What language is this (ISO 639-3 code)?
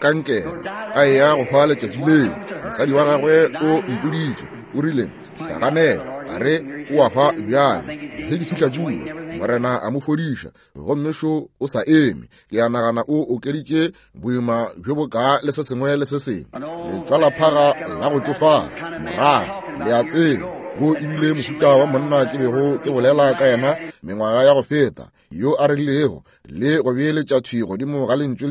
nso